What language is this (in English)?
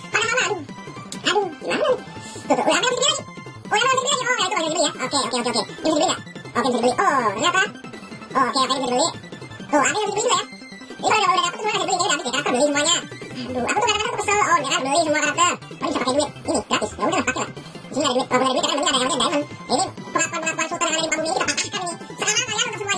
Indonesian